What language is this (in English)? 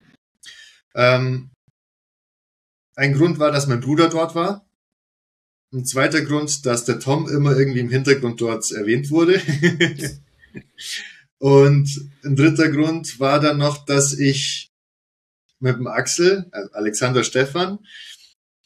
German